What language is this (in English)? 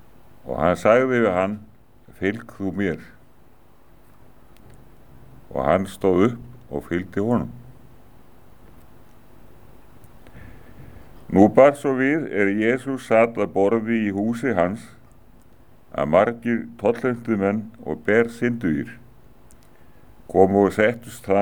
Icelandic